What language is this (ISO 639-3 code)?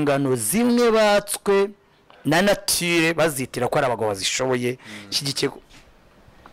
kin